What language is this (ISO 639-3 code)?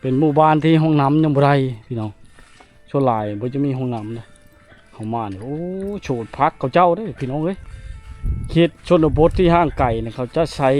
lao